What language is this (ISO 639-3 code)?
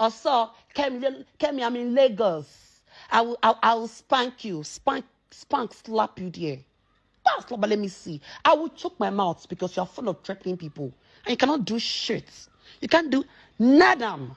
pcm